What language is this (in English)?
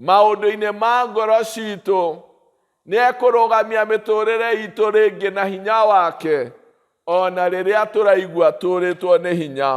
Kikuyu